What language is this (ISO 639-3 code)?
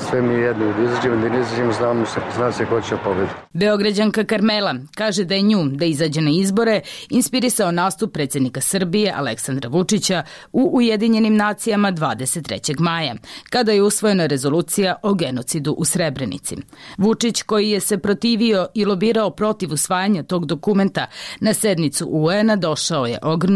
srp